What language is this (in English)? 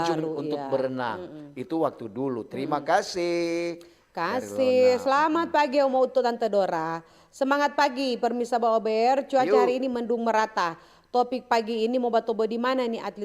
Manado Malay